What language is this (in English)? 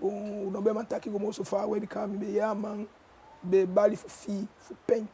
Eastern Maroon Creole